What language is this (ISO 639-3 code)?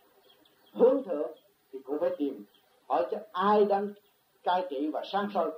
vie